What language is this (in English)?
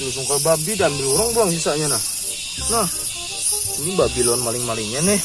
Banjar